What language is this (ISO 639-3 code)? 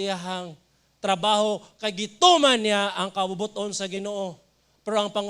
ceb